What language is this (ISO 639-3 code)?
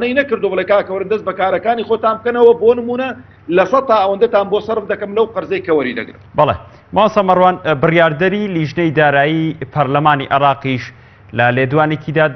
ckb